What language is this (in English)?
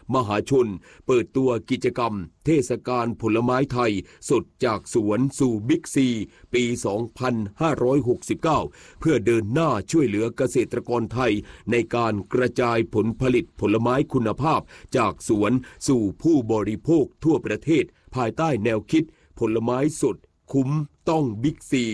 Thai